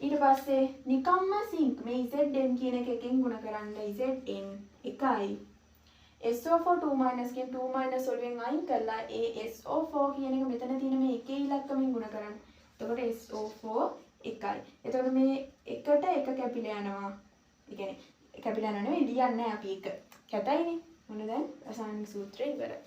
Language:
Sinhala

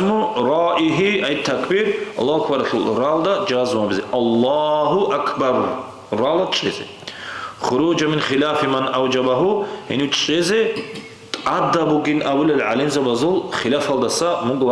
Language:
Avaric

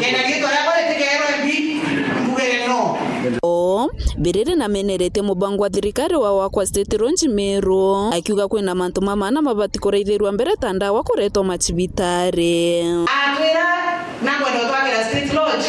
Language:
Meru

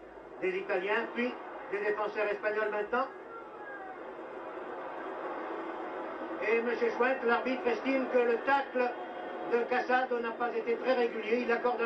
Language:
French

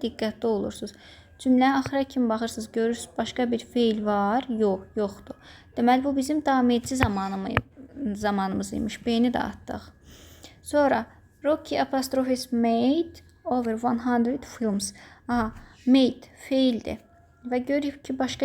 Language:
Azerbaijani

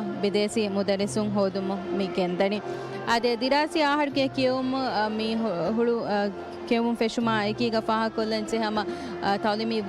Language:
Divehi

